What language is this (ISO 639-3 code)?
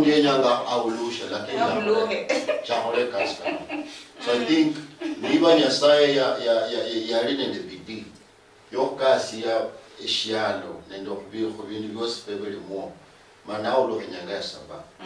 luy